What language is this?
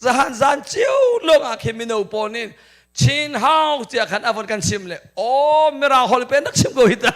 Hakha Chin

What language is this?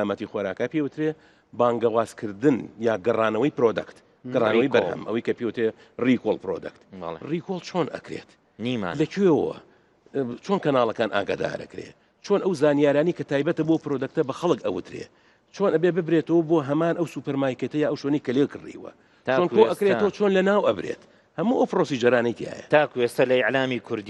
Central Kurdish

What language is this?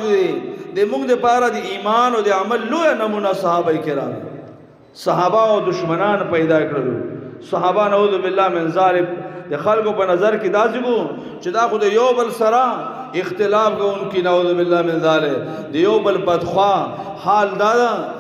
Pashto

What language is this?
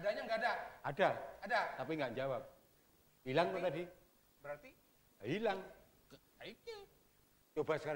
Banjar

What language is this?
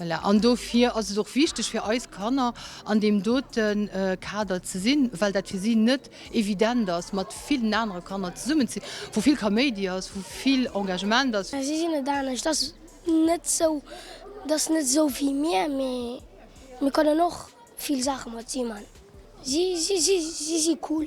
Luxembourgish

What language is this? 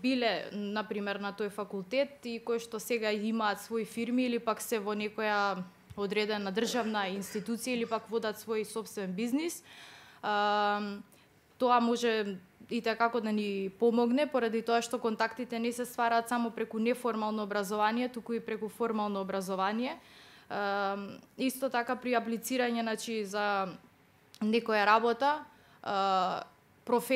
Macedonian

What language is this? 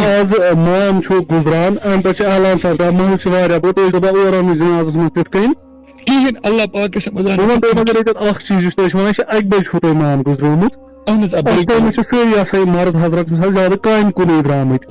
Kashmiri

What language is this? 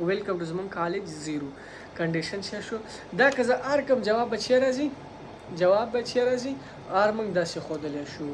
Pashto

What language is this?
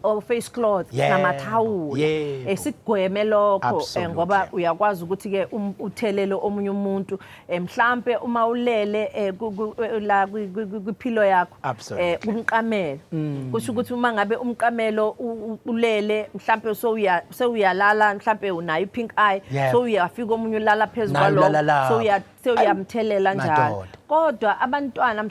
Zulu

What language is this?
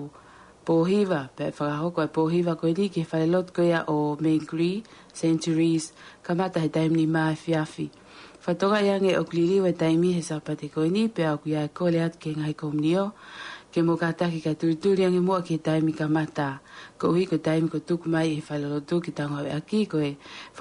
Tongan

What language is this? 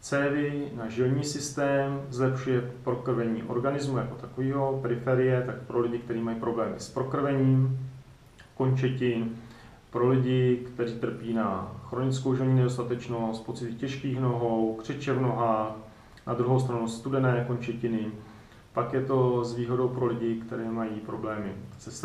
Czech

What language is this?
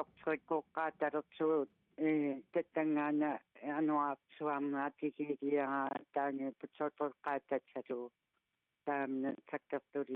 Kalaallisut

